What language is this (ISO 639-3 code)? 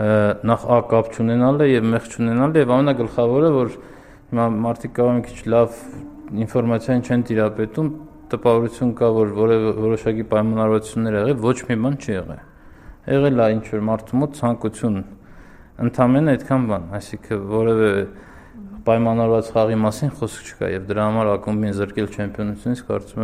hye